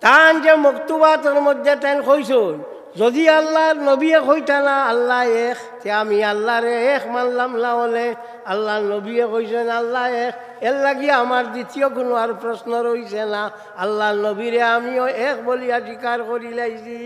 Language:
Sylheti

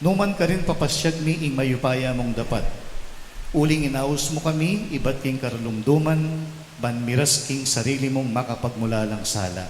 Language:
Pampanga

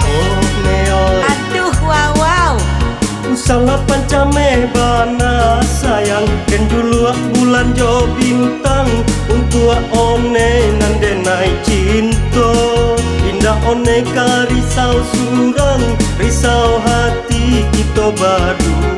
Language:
Minangkabau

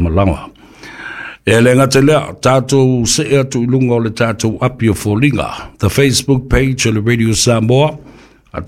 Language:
Samoan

